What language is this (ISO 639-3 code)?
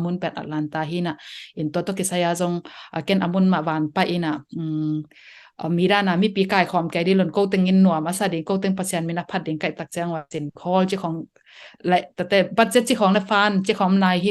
ctd